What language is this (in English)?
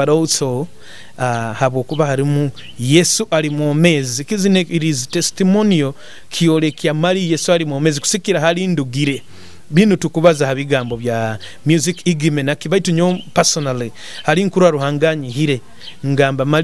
Nyoro